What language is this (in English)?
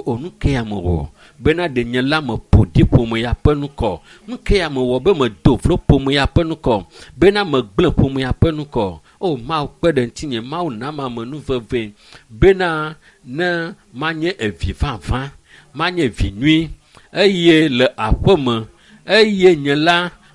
Ewe